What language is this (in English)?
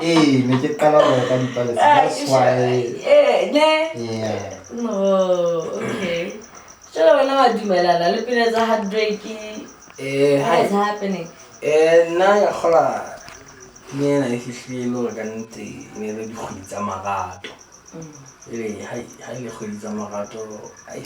Southern Sotho